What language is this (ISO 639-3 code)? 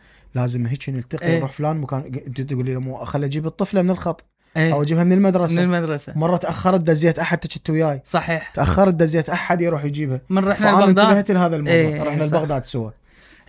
acm